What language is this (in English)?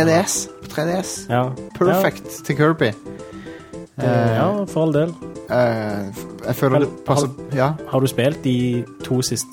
Norwegian